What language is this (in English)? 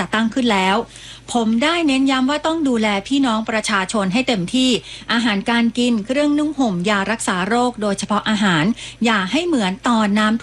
Thai